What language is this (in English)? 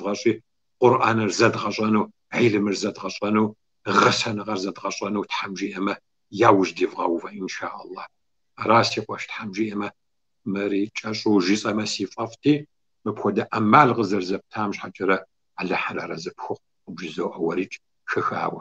Kabardian